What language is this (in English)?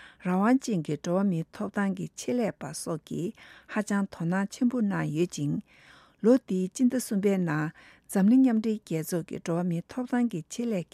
Tibetan